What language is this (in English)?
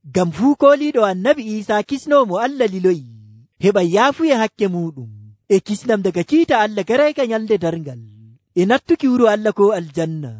Nigerian Fulfulde